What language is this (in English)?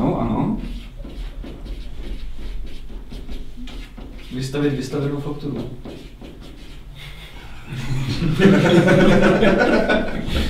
Czech